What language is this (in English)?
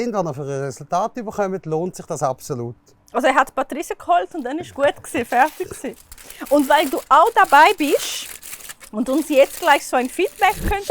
Swiss German